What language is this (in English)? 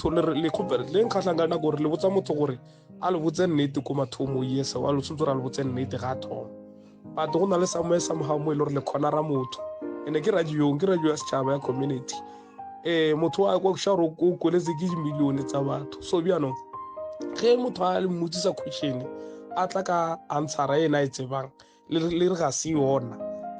Northern Sotho